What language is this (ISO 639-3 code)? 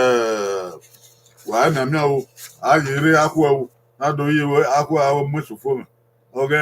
bin